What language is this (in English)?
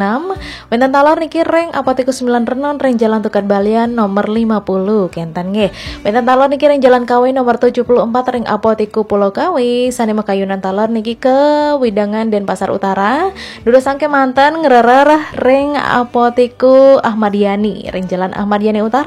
Balinese